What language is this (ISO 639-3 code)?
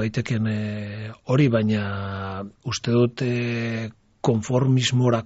eus